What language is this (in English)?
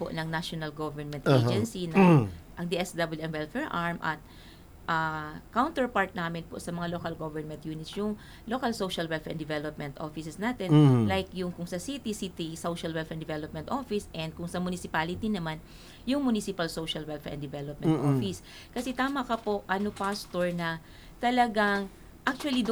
Filipino